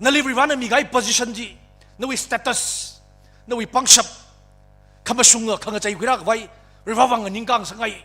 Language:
Tangkhul Naga (India)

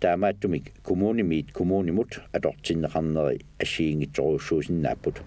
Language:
Kalaallisut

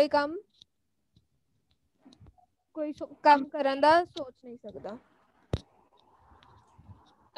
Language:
Punjabi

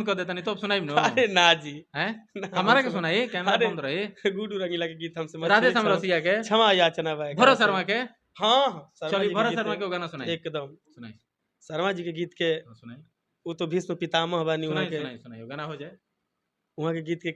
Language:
Bhojpuri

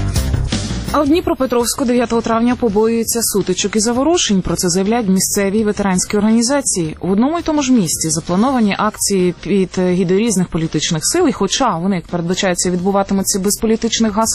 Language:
Ukrainian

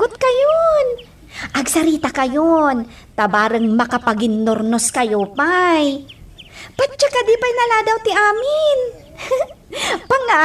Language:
Iloko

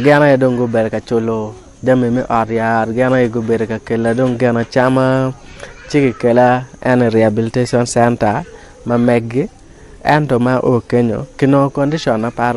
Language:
Acoli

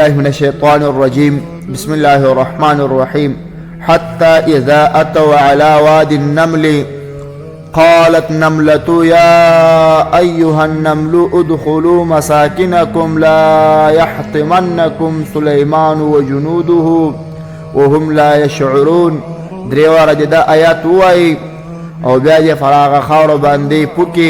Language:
Pashto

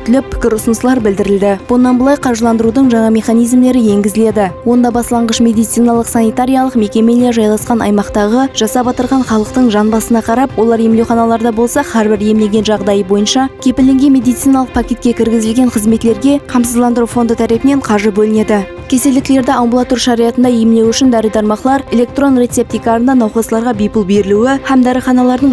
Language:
Kara-Kalpak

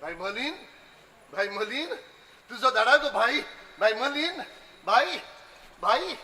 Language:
Konkani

